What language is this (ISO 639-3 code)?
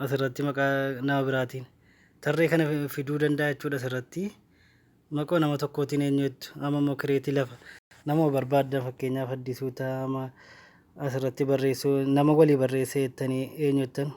orm